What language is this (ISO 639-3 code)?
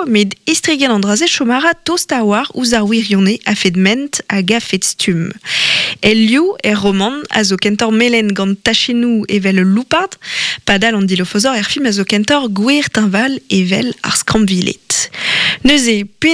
bre